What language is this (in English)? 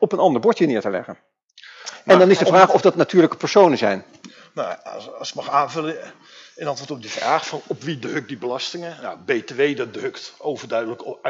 Dutch